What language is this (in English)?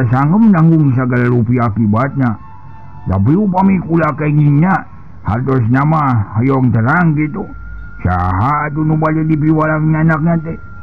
Sundanese